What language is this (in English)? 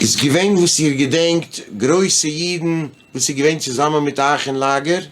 Yiddish